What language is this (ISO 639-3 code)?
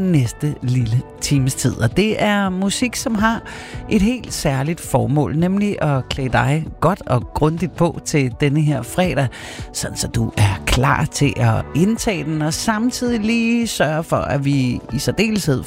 dan